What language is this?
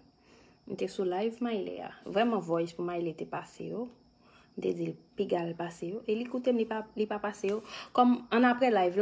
Haitian Creole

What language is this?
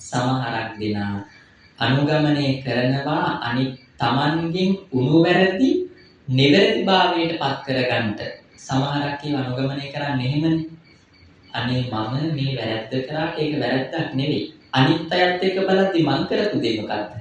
Sinhala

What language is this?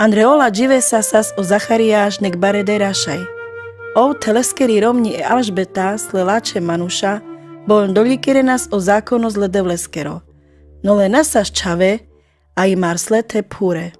Carpathian Romani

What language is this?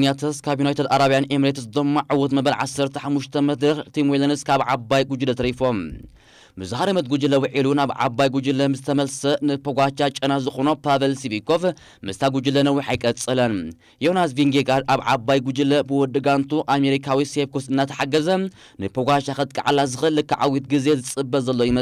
Tigrinya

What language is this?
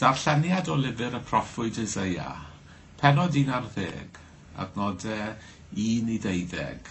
Welsh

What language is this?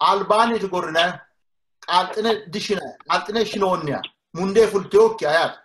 Sidamo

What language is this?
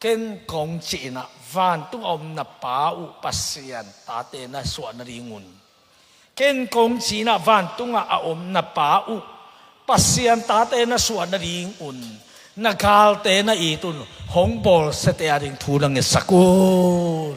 Tedim Chin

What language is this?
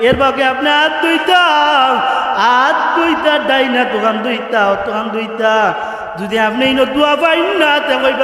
Sylheti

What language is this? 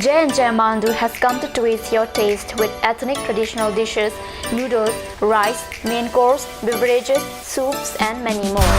Karbi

